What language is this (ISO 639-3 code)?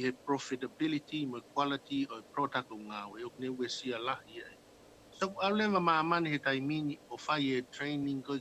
ton